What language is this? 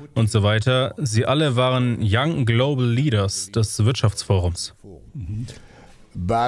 German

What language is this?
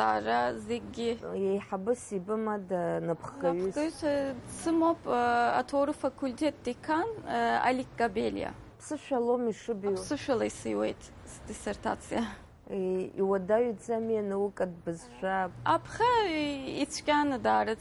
Abkhazian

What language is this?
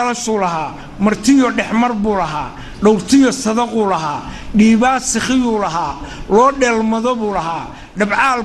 Somali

